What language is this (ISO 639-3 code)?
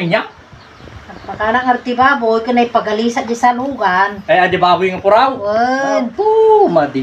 ilo